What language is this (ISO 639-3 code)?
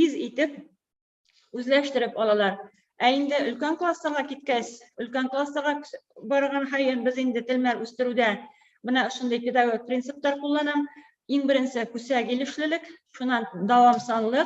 bak